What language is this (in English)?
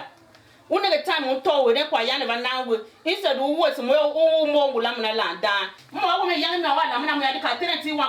Tiv